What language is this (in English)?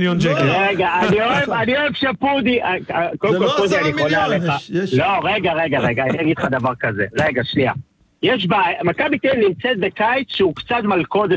Hebrew